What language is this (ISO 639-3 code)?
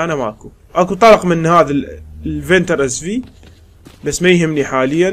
acm